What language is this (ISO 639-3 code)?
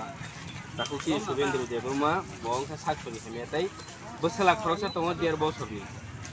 trp